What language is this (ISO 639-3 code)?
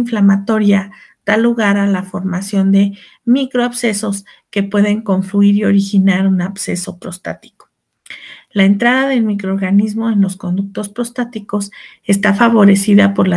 spa